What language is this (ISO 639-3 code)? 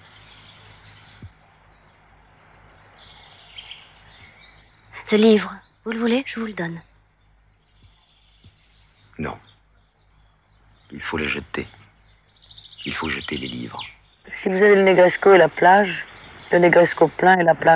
fra